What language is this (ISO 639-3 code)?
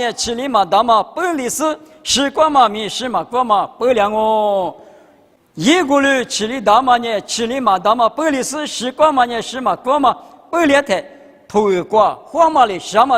lis